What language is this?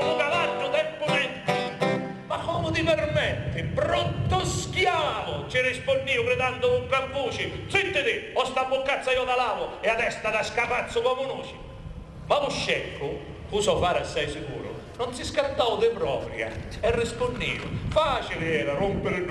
Sicilian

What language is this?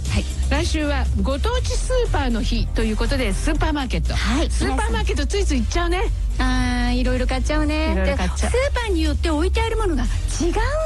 Japanese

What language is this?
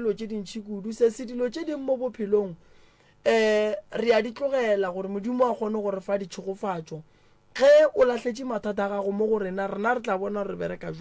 Northern Sotho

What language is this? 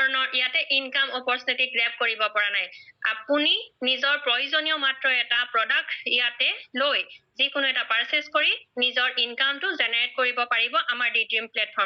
Assamese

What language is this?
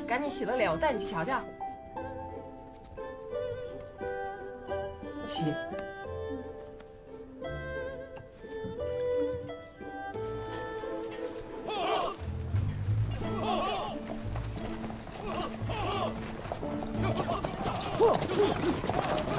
Chinese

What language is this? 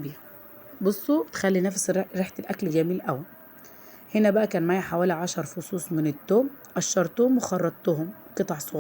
Egyptian Arabic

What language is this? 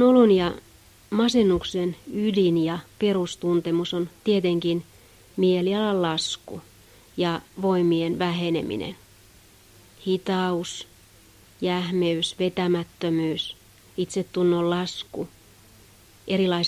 Finnish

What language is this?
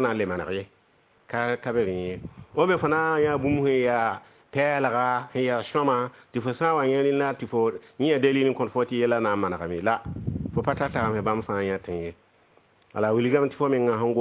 Mossi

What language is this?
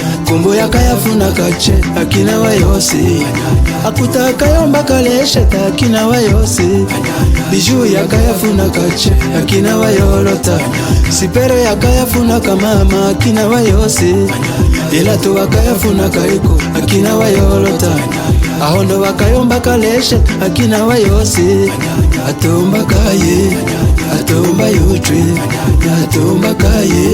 Tetela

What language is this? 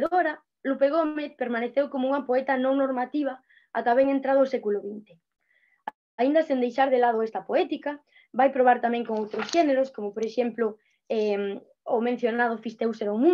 Galician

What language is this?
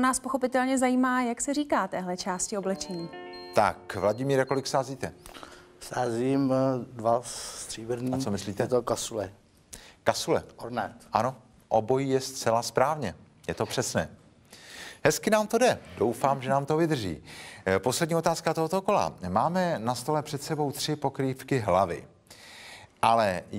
Czech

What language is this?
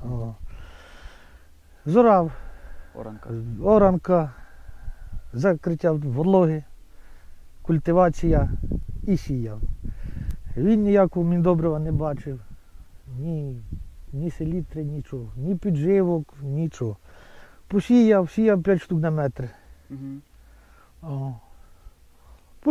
Ukrainian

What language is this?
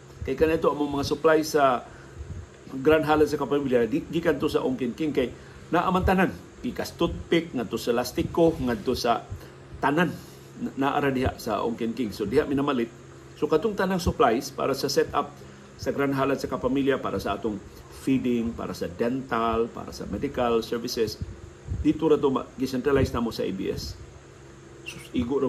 Cebuano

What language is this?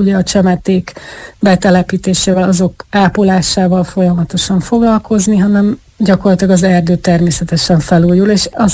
Hungarian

